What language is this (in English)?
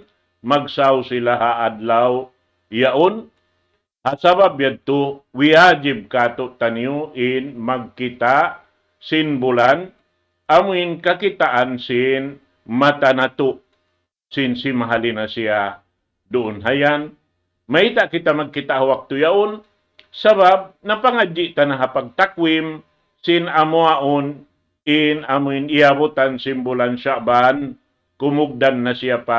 Tausug